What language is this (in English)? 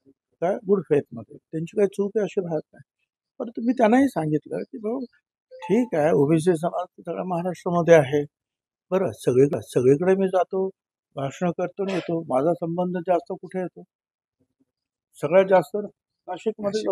Marathi